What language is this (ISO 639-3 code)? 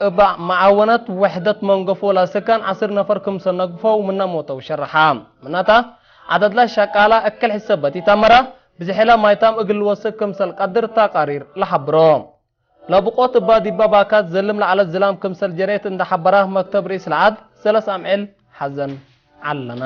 tig